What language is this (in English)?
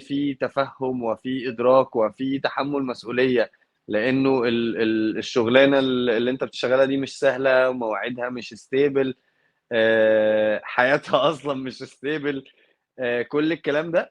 Egyptian Arabic